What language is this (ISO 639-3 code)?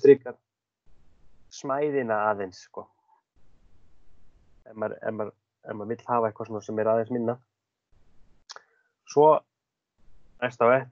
isl